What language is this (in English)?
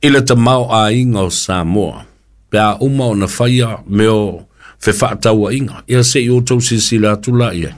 Samoan